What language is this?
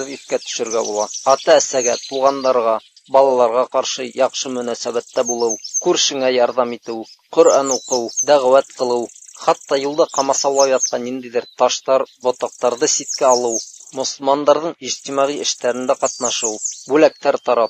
Bashkir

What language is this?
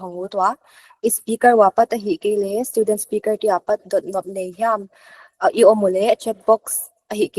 Paite Chin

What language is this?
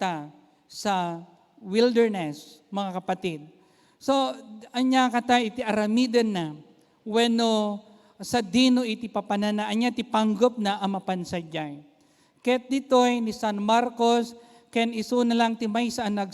Iloko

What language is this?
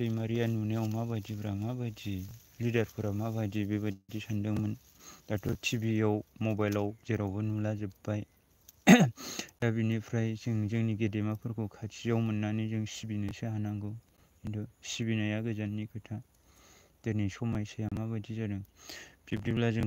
Bodo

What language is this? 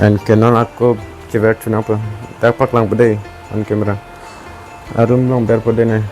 Karbi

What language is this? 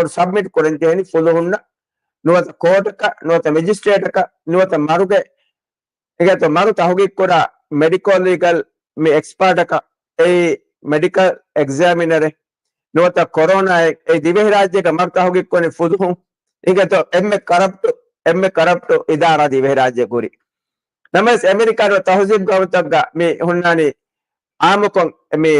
Divehi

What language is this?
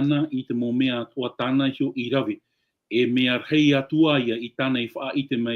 Tahitian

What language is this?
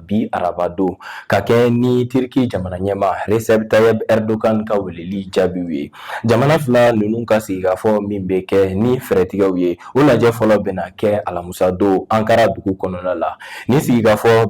Bambara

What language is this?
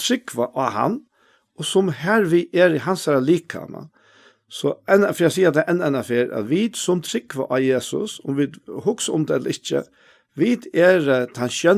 Faroese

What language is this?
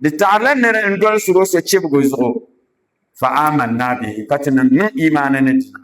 Dagbani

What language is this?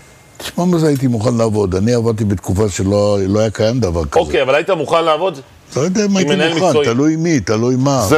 Hebrew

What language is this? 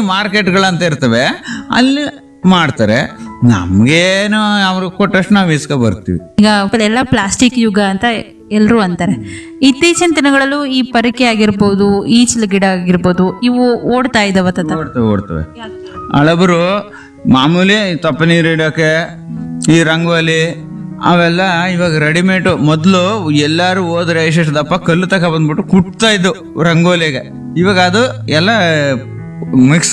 Kannada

